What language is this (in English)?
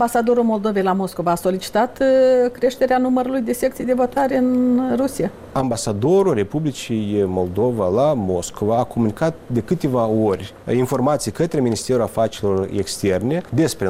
Romanian